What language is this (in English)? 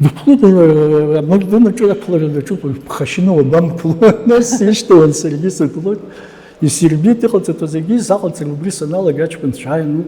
Abkhazian